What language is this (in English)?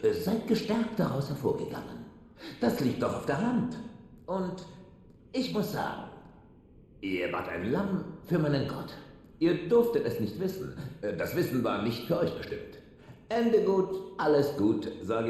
Bavarian